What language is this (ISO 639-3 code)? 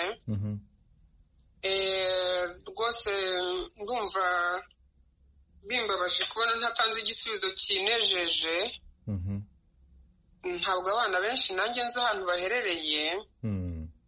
kin